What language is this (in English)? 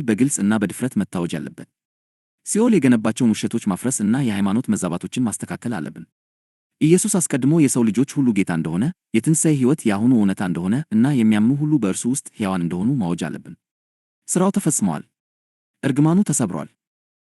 Amharic